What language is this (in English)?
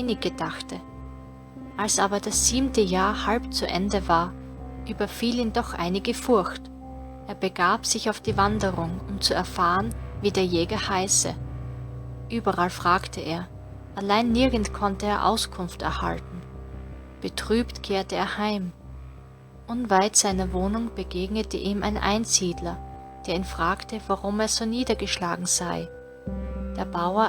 Bavarian